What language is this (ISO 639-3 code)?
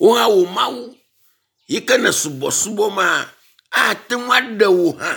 ewe